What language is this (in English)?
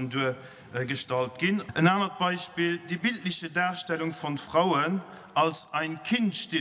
Luxembourgish